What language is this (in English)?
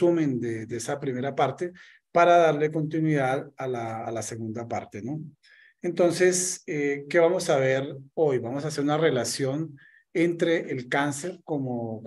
Spanish